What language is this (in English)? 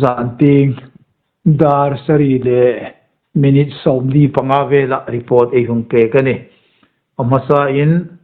Hmar